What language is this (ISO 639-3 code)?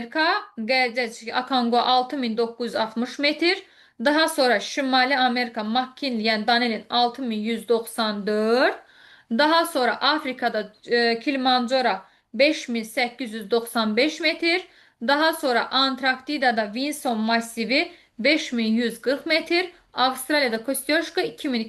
aze